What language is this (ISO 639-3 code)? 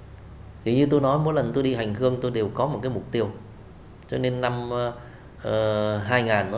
vie